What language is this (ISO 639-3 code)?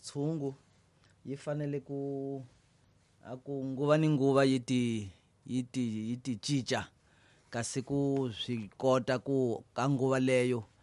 tso